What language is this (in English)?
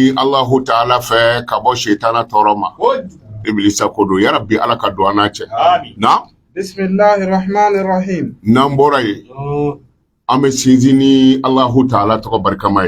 Bambara